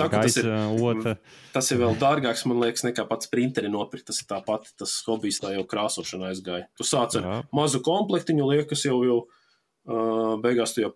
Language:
Latvian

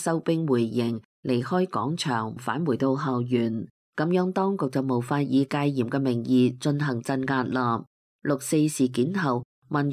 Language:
Cantonese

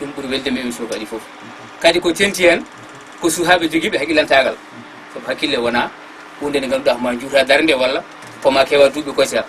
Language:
Fula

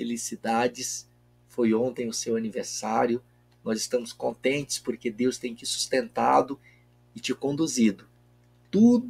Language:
Portuguese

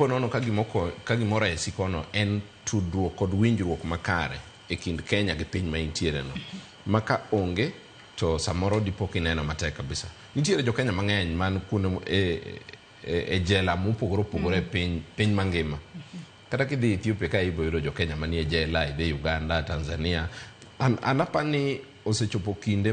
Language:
Luo (Kenya and Tanzania)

